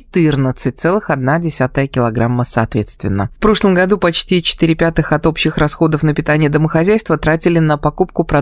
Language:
Russian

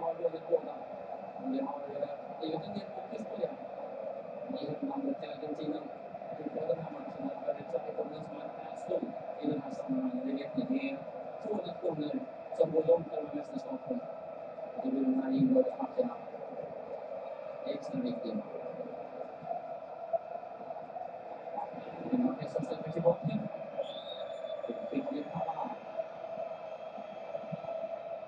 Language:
Swedish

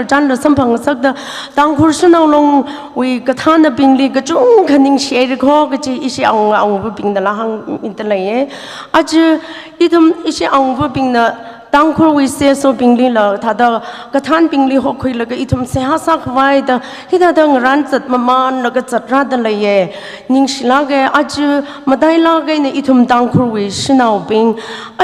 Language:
Tangkhul Naga (India)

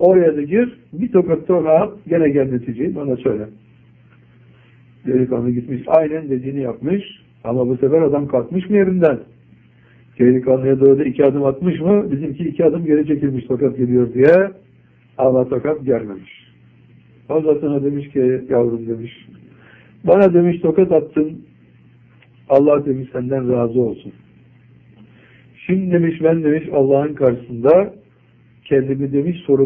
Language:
Turkish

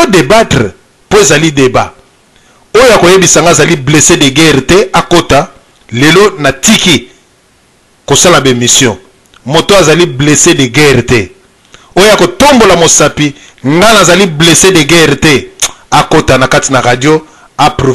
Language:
Lingala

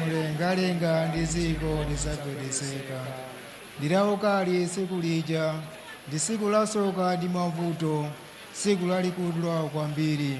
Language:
Nyanja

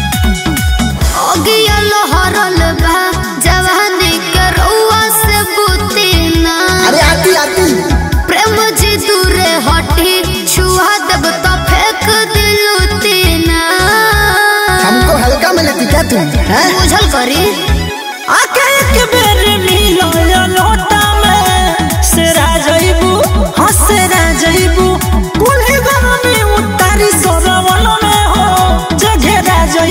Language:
Bhojpuri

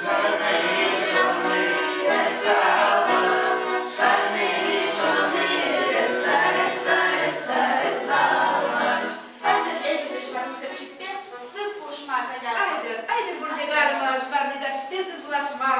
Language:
Chuvash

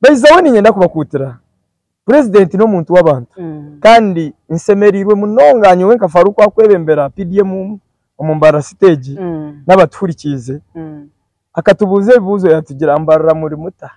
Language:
Nyankole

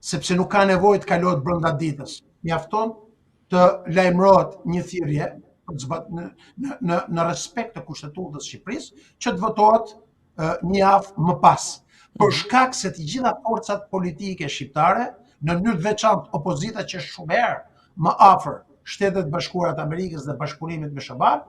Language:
Albanian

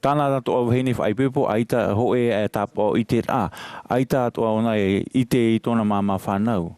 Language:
Tahitian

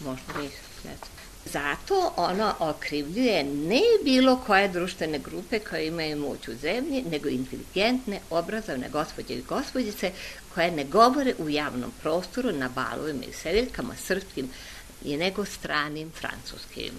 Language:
Serbian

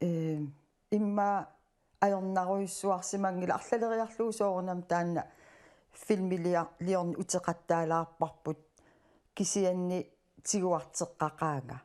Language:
Kalaallisut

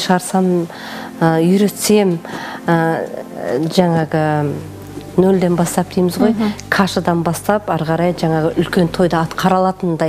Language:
Kazakh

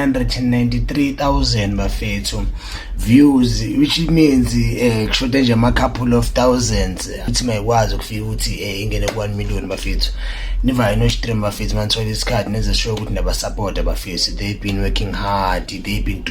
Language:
Zulu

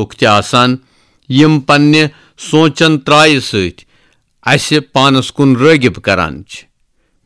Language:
Kashmiri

